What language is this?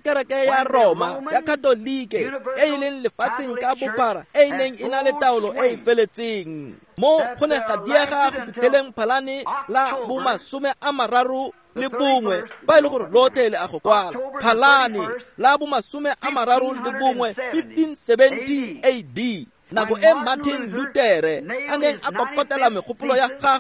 Tswana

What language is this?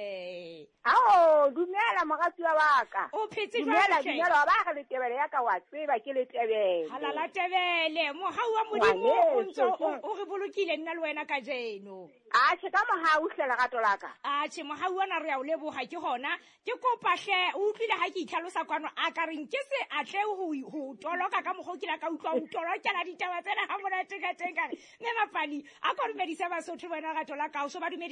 Southern Sotho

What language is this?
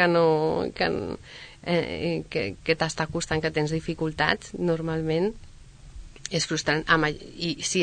Catalan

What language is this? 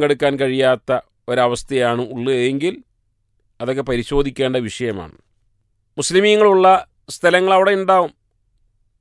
Malayalam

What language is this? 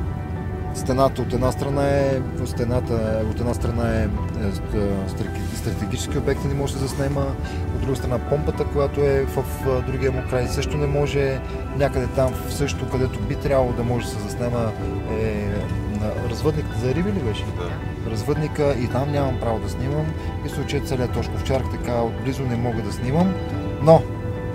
Bulgarian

